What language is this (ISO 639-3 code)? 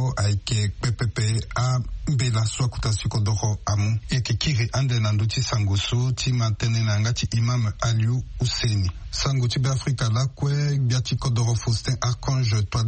sag